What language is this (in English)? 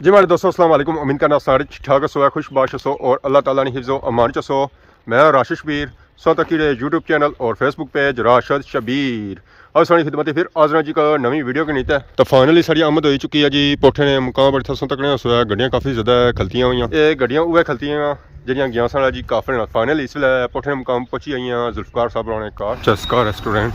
Pahari-Potwari